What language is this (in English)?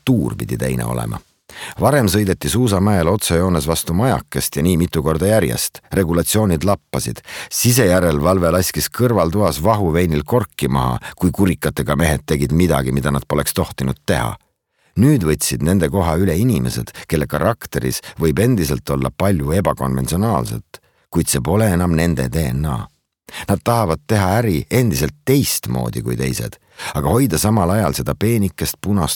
Estonian